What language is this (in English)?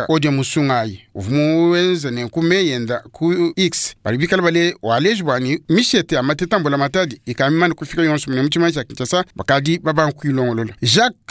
Luba-Lulua